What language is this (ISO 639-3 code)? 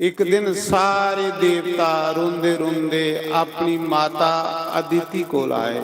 doi